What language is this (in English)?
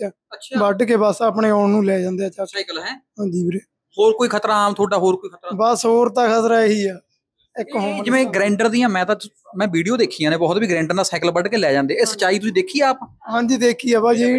Punjabi